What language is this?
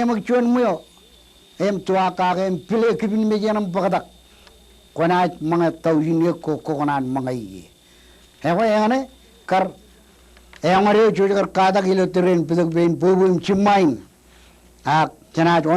Marshallese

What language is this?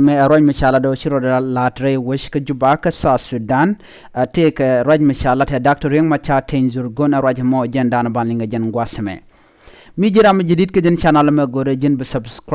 Nuer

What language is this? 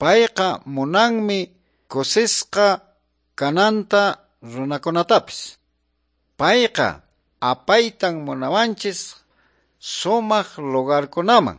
Quechua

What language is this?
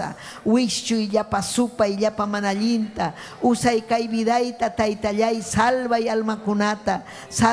Ayacucho Quechua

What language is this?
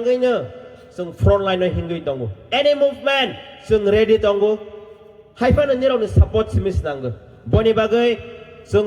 Kok Borok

